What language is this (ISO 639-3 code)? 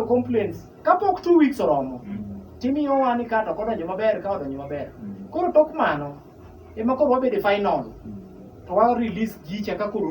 luo